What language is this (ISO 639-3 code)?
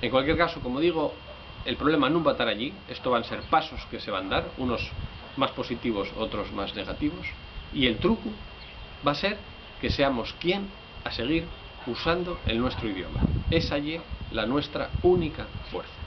ast